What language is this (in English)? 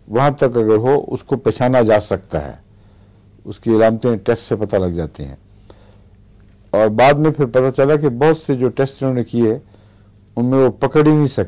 Urdu